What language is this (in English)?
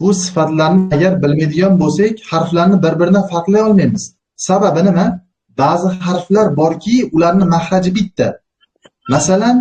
Uzbek